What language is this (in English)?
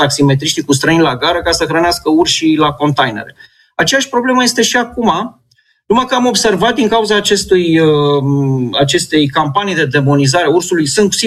Romanian